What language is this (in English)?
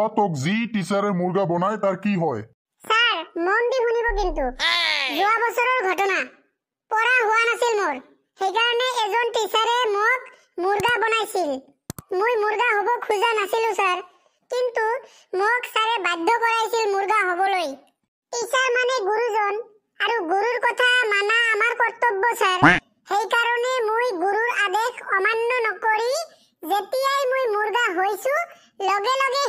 Assamese